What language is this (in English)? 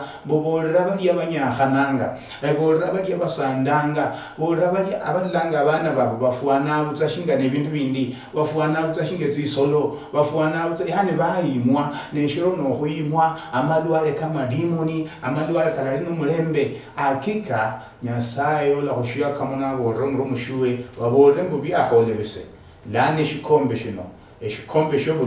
Luyia